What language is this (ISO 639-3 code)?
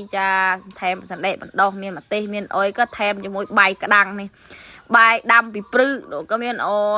khm